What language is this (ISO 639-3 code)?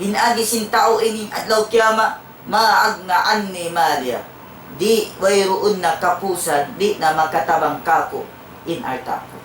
tsg